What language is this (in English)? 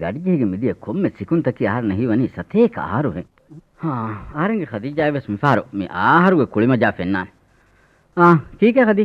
Divehi